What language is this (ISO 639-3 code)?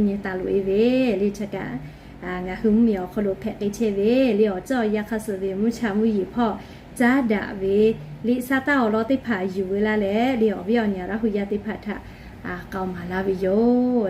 lhu